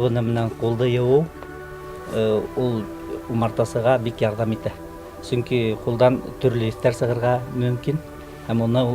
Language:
Bashkir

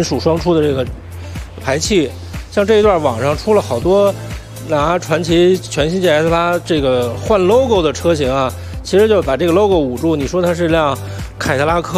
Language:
Chinese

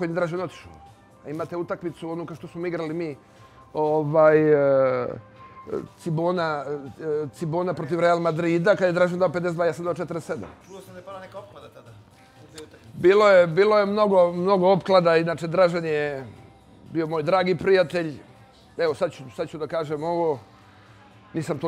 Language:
Serbian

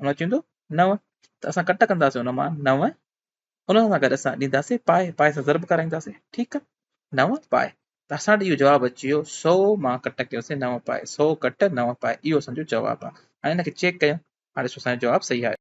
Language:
Sindhi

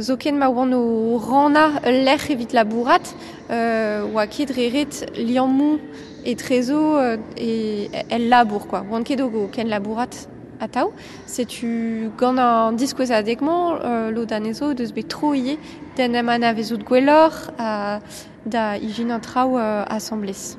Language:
Breton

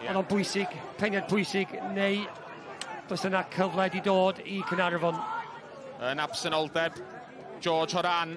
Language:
Welsh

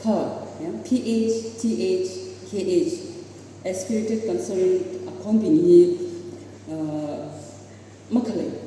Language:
Tangkhul Naga (India)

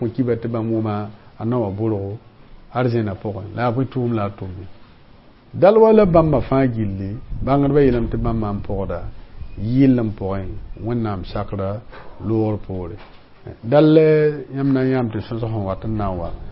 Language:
Mossi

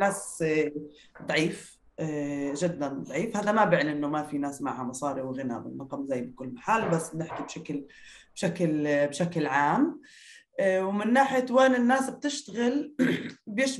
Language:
North Levantine Arabic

